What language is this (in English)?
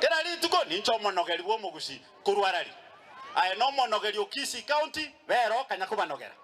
Gusii